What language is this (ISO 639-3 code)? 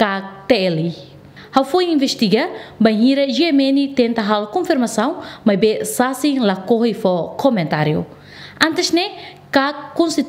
tet